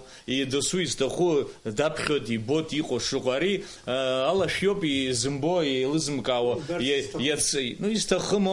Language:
Abkhazian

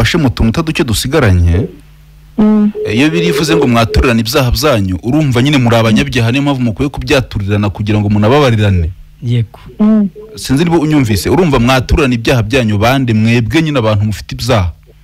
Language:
Kinyarwanda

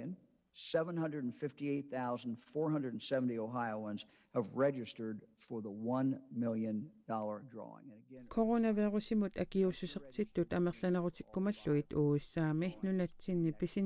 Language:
Kalaallisut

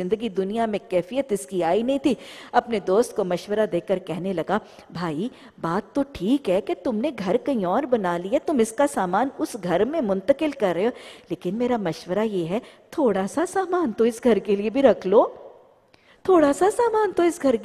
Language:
Urdu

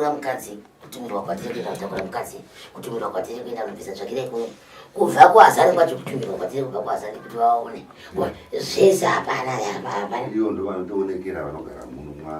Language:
Shona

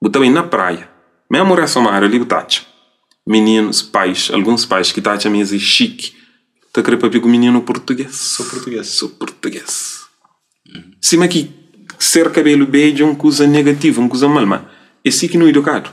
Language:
Kabuverdianu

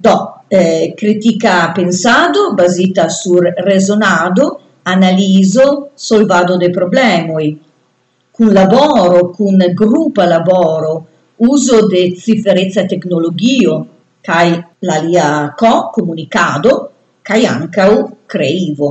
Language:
Esperanto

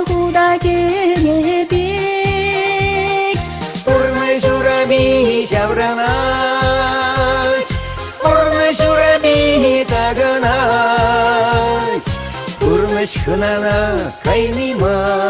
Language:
Chuvash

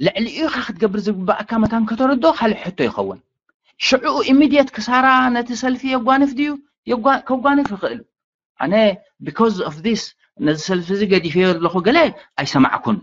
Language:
Tigrinya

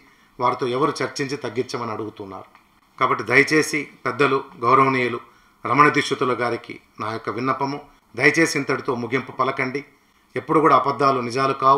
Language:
Telugu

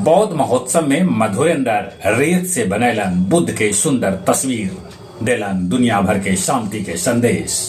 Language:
Magahi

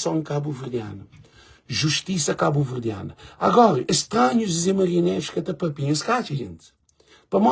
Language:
Kabuverdianu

